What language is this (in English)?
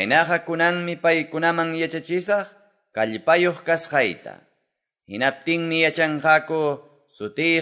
Quechua